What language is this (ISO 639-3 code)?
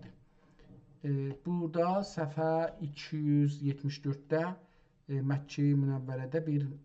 azb